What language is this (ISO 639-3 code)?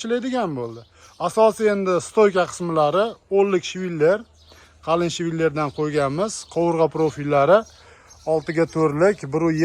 uzb